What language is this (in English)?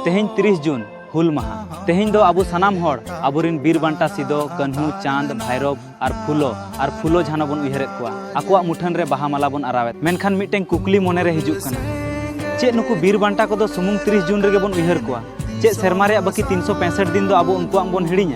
Santali